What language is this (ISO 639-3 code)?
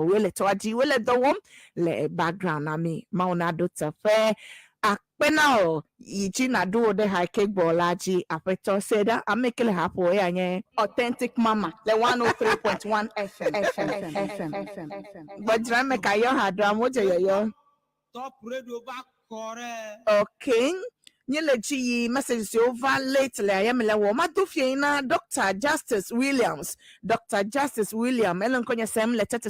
ewe